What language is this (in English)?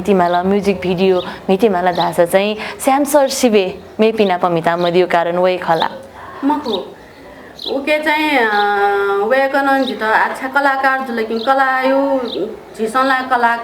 Newari